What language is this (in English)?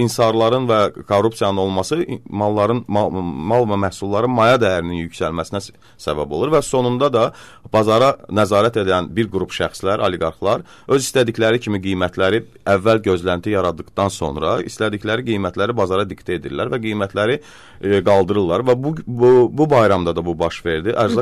Azerbaijani